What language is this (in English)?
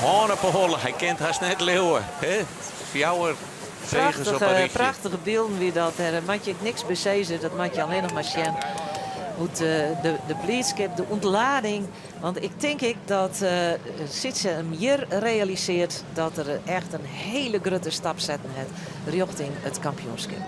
Western Frisian